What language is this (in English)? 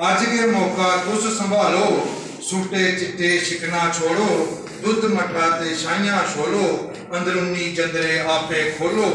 Dogri